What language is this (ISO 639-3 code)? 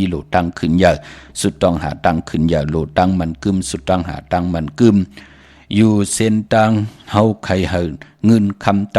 shn